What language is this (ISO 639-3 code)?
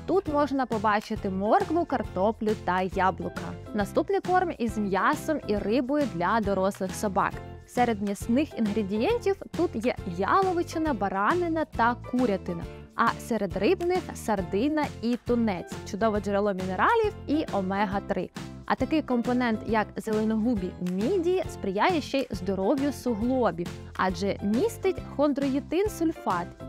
ukr